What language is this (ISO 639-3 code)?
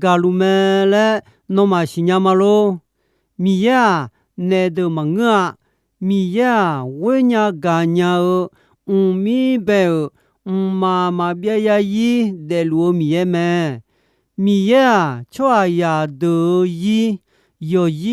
ahk